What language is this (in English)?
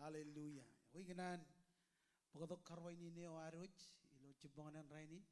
Marshallese